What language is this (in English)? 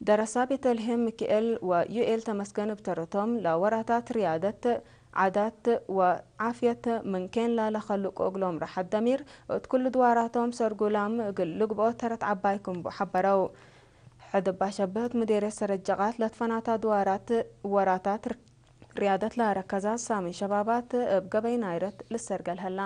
Tigre